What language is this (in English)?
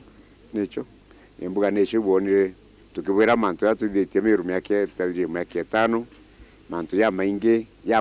Meru